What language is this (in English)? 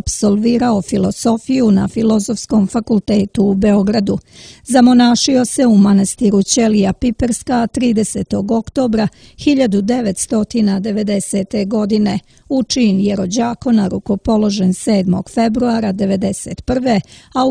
Serbian